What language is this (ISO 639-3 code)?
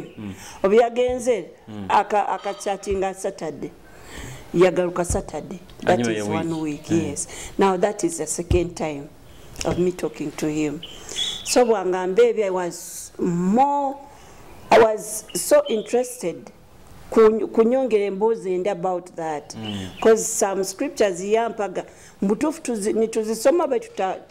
nyo